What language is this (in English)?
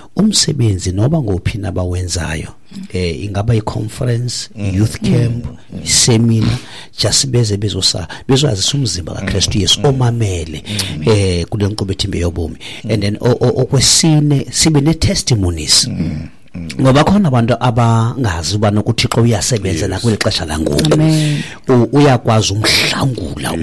Xhosa